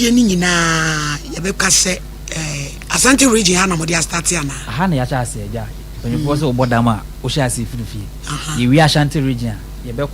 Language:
Akan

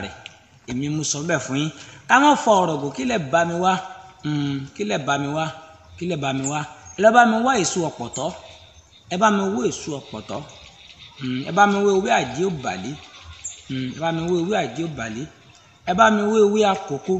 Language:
Yoruba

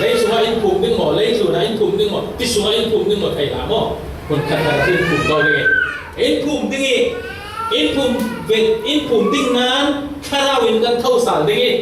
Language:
Falam Chin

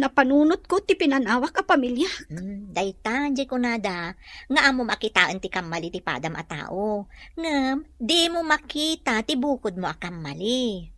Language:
Iloko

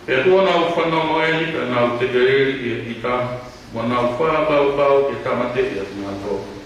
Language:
Tongan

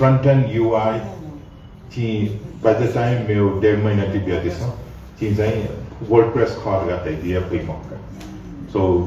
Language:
Newari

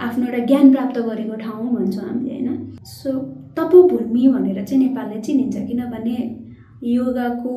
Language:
Nepali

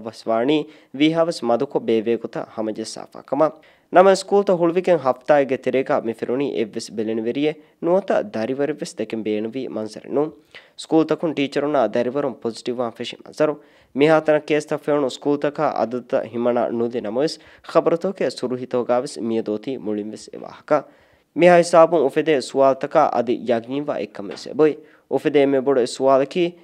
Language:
Divehi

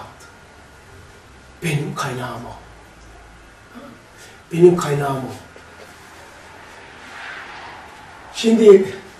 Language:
Turkish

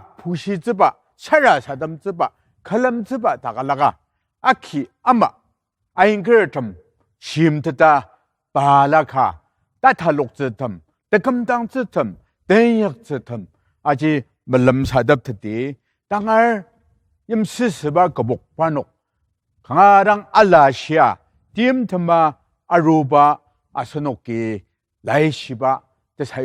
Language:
Ao Naga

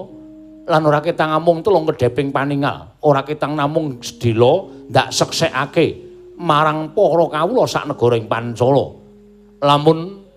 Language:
Javanese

